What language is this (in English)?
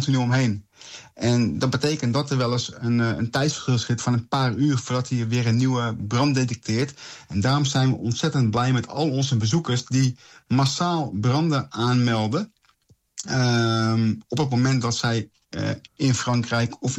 Dutch